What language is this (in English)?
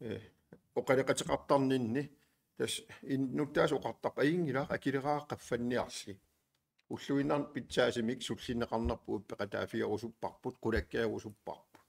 Kalaallisut